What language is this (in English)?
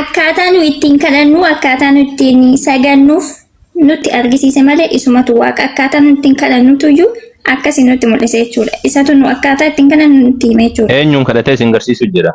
Oromo